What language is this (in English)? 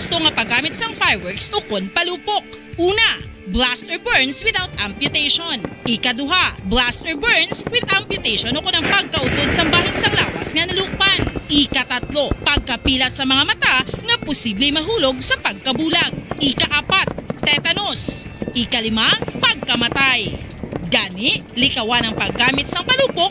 Hiligaynon